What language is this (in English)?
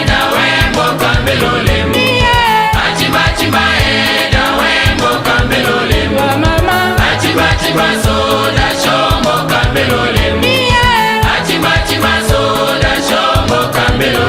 Tetela